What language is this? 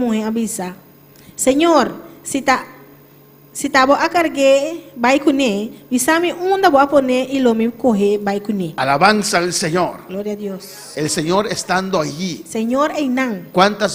Papiamento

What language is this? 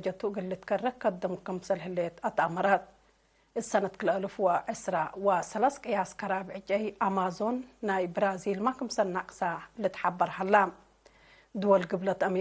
Tigre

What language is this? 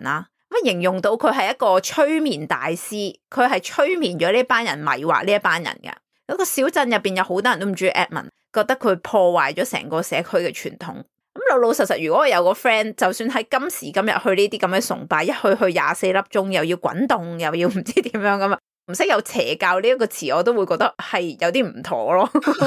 Cantonese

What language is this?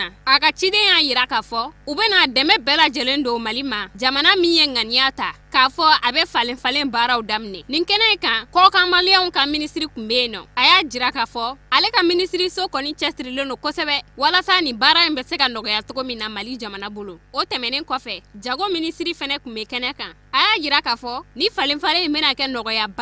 Bambara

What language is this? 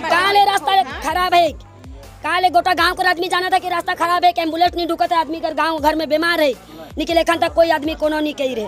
Sadri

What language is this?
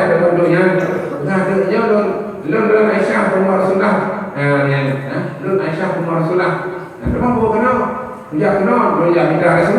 Achinese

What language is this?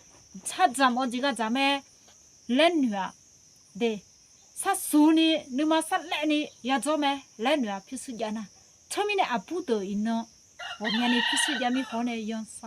Akha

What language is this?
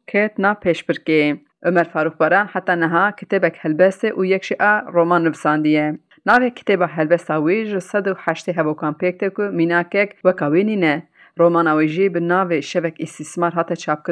Kurdish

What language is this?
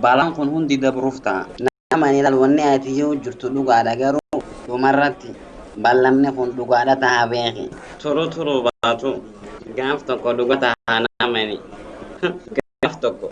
Oromo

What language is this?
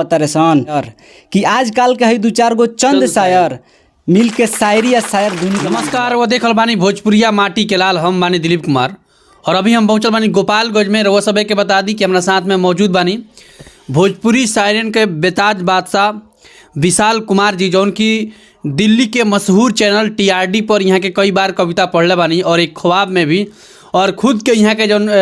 Bhojpuri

